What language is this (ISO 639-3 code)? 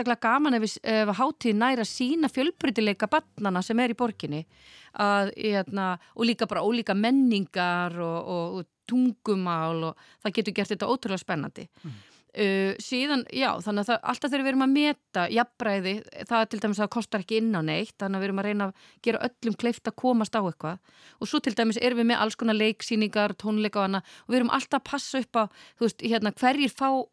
isl